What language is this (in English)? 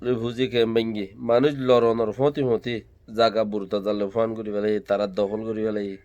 Rohingya